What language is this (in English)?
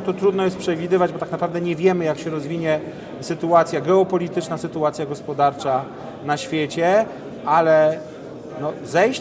Polish